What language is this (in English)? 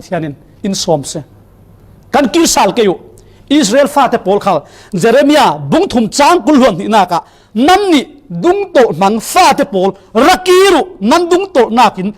Falam Chin